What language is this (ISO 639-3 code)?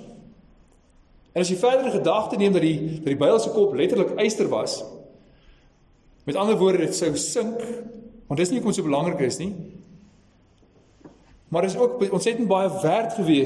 afr